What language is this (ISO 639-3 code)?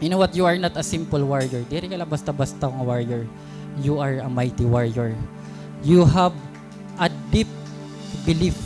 war